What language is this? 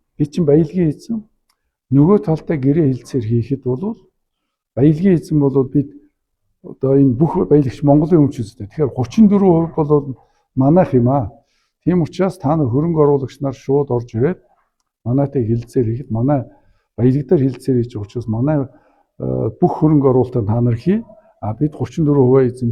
Mongolian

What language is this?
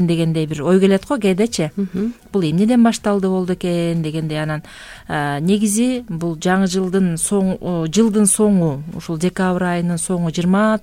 Kyrgyz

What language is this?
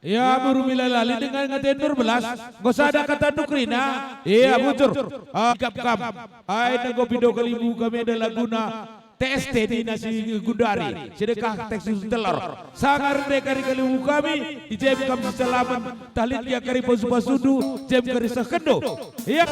Batak Karo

